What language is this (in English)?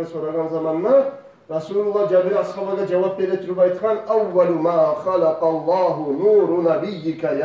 Kumyk